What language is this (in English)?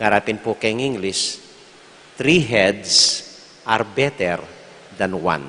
Pampanga